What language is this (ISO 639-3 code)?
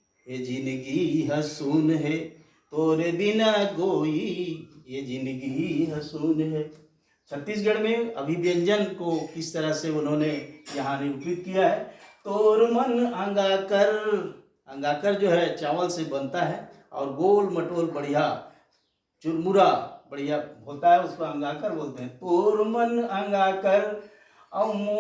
hne